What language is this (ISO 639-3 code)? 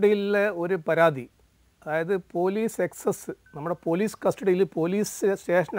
mal